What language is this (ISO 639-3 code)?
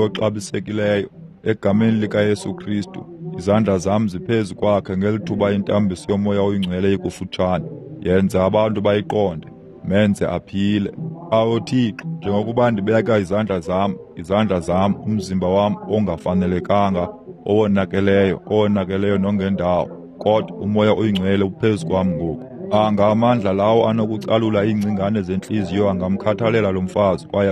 xho